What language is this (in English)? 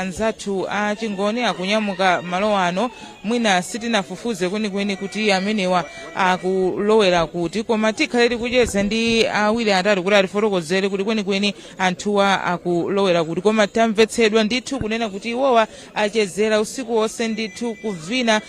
Nyanja